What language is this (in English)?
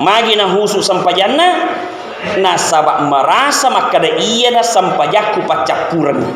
Buginese